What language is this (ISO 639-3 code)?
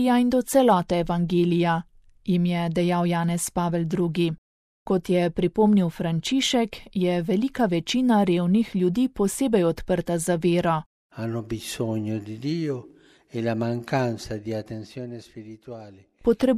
slv